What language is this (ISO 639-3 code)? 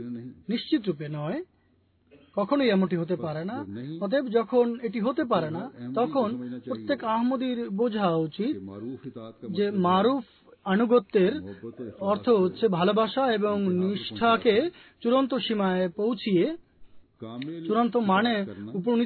ben